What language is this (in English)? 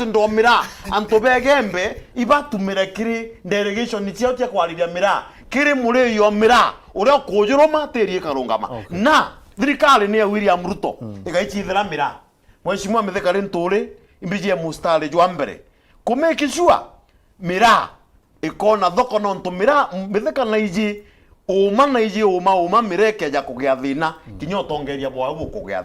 Meru